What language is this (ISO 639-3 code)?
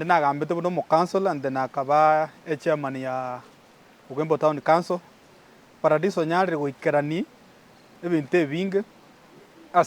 guz